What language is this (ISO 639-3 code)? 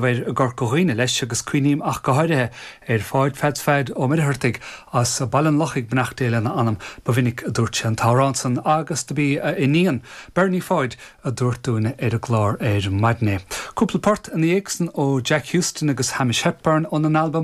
gle